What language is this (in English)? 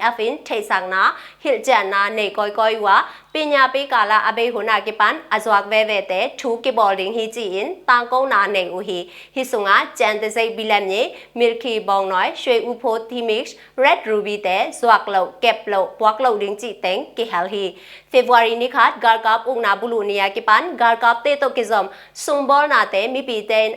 Tedim Chin